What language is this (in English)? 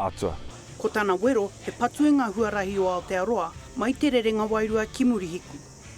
Māori